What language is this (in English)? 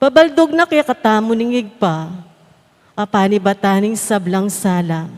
Pampanga